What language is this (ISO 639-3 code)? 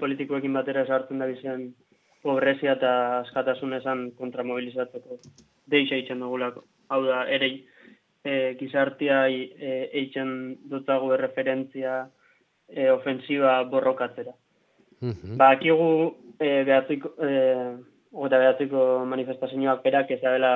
eus